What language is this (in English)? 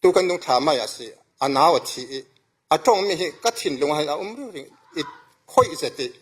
Falam Chin